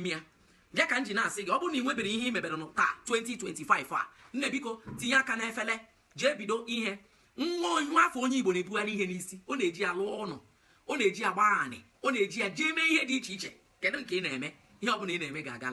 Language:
Igbo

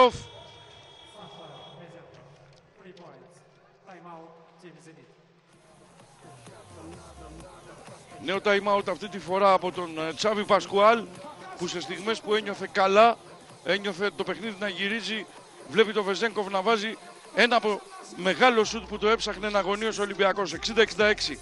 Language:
Greek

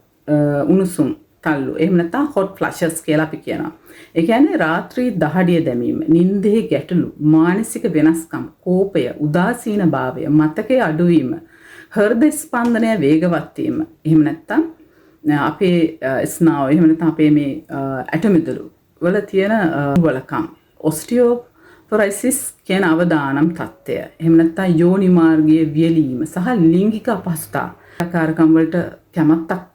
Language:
Sinhala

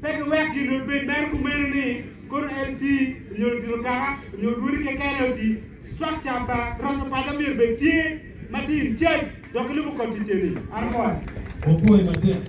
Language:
Acoli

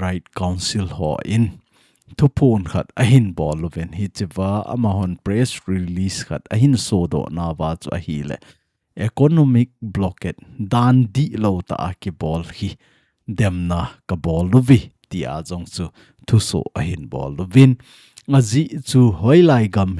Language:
Thado Chin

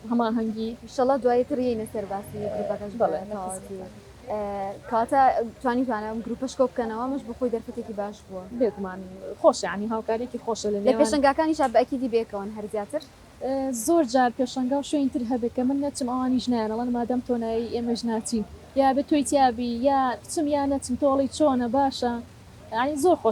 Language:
Central Kurdish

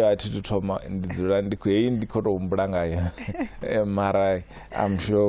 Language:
Venda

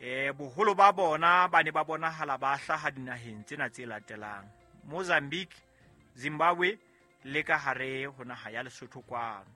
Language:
Southern Sotho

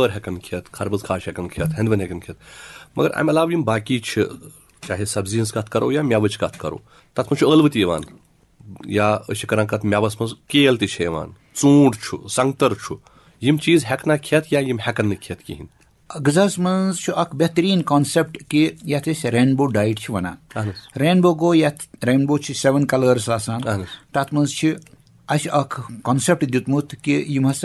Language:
Kashmiri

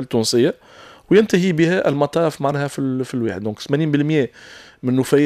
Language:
Tunisian Arabic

